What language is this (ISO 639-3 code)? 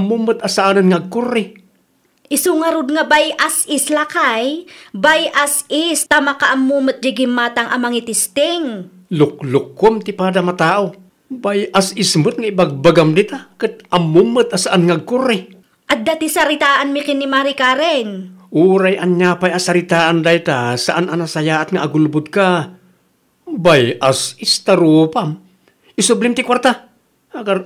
ilo